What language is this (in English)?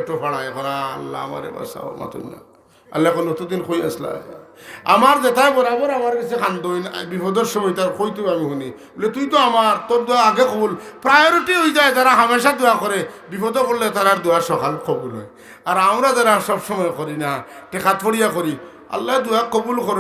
Sylheti